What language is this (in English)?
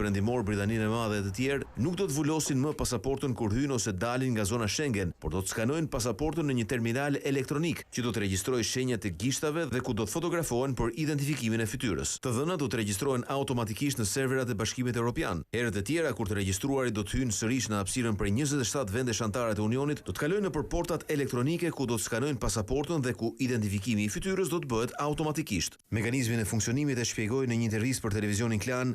Albanian